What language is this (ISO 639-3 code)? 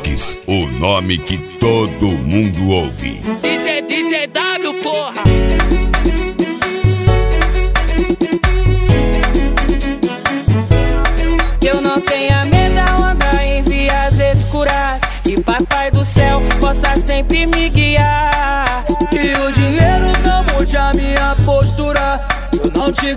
por